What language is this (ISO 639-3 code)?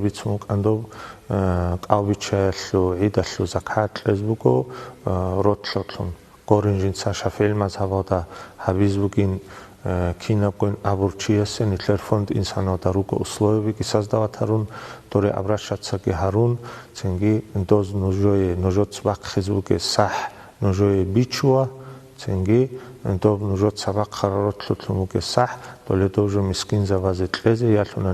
ava